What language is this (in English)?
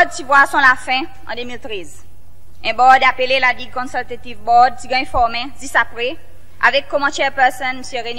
Seselwa Creole French